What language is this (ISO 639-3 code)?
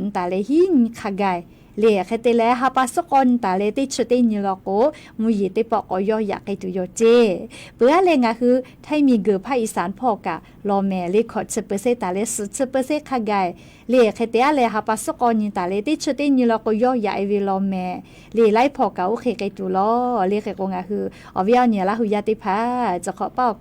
lhu